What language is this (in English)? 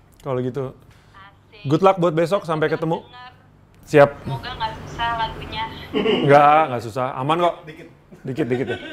Indonesian